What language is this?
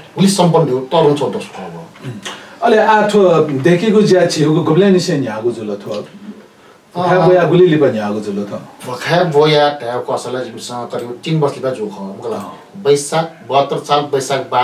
Newari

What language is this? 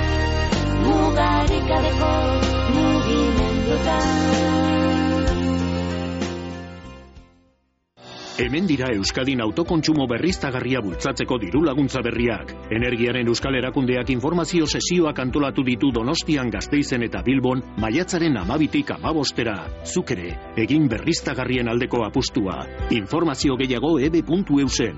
Basque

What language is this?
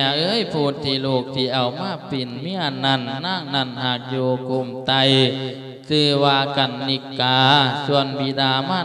Lao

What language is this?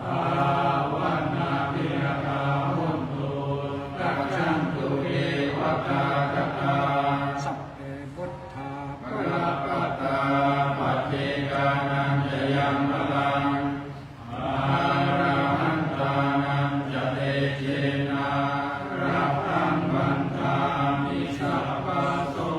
Pali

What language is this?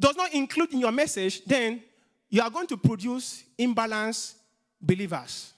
English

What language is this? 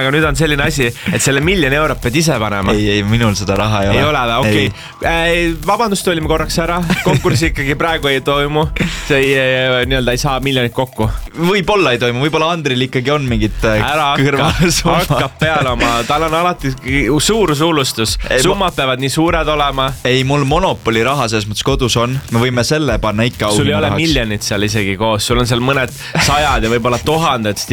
Estonian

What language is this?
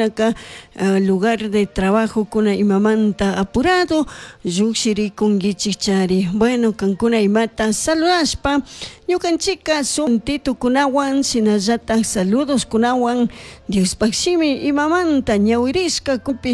Chimborazo Highland Quichua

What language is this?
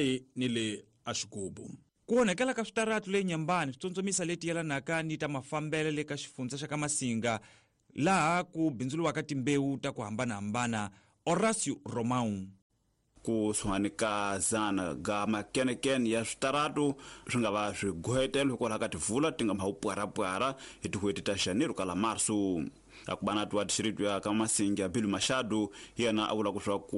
Tsonga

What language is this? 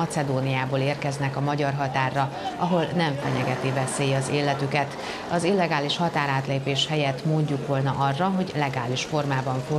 Hungarian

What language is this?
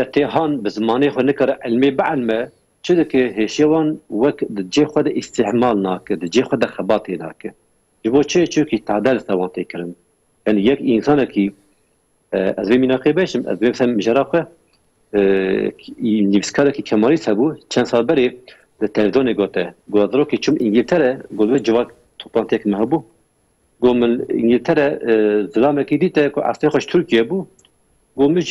Kurdish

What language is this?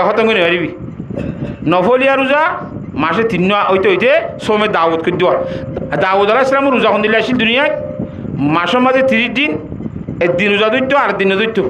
Rohingya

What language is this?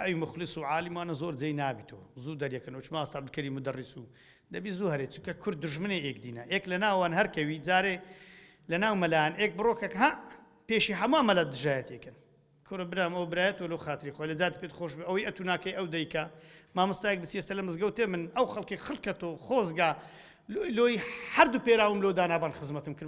Central Kurdish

